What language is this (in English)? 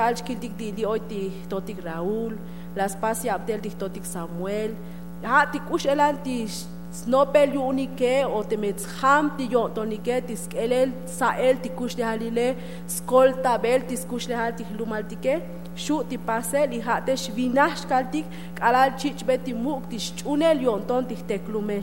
Tzotzil